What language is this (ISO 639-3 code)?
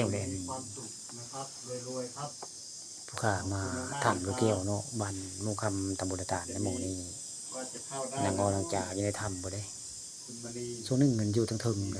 tts